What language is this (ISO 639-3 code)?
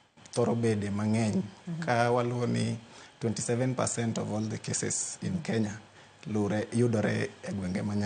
luo